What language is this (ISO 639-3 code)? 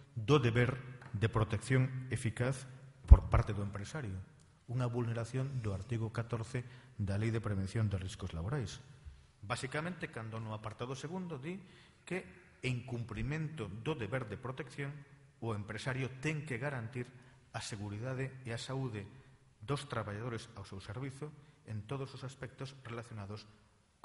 glg